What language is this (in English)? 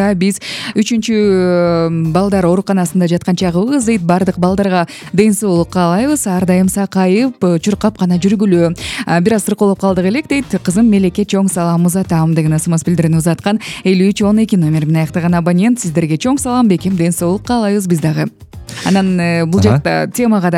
Kyrgyz